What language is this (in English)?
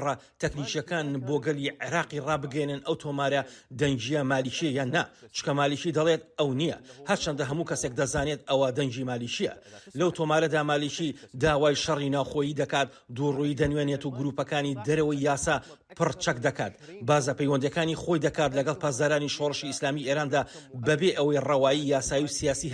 Central Kurdish